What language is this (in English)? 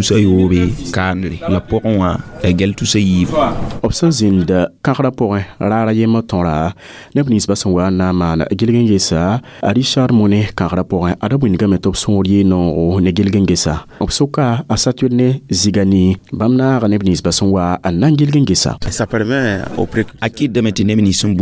Mossi